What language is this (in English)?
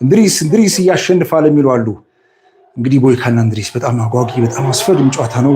Amharic